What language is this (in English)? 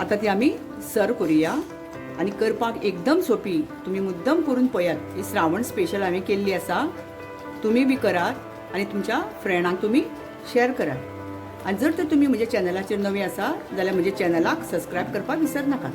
Konkani